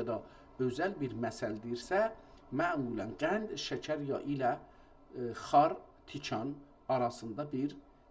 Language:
South Azerbaijani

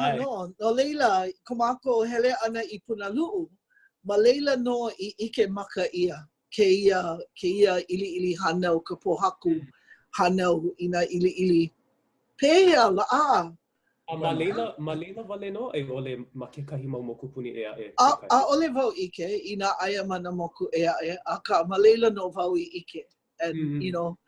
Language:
Hawaiian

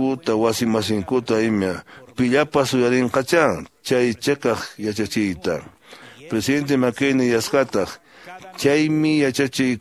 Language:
Quechua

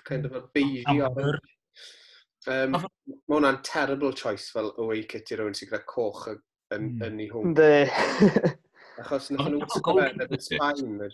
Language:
Welsh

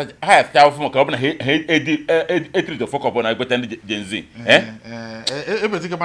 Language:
Igbo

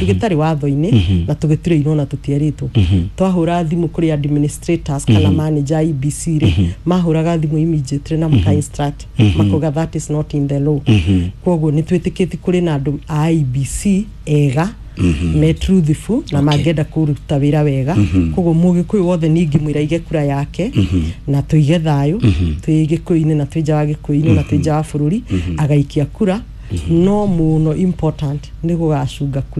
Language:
Kikuyu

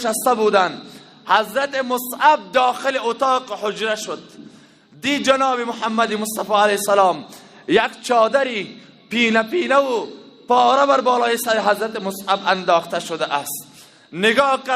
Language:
Tajik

